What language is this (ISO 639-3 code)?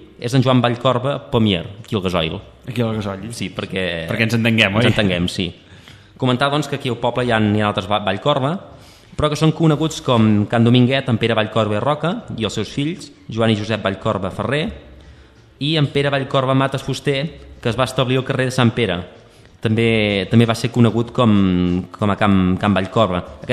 cat